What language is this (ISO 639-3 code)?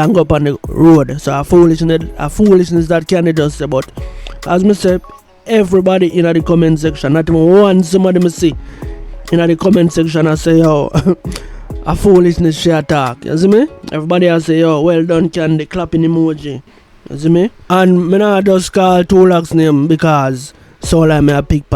jam